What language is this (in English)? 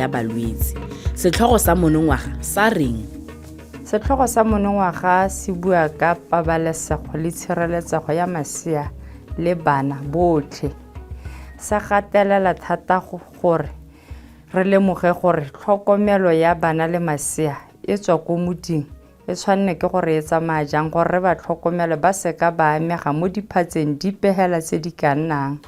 Tswana